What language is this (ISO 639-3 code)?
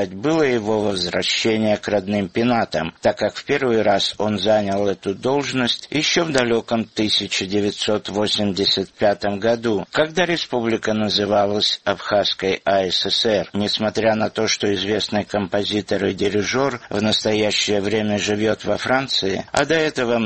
rus